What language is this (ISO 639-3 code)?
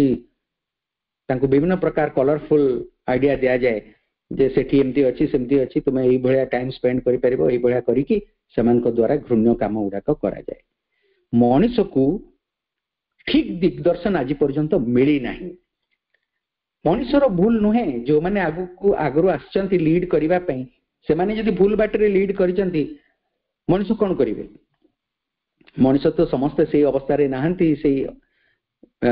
ori